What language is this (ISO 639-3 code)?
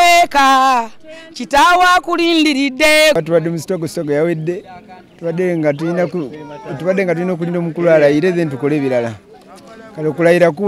lug